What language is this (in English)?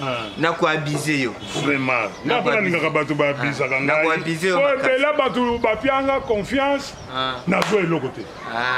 Lingala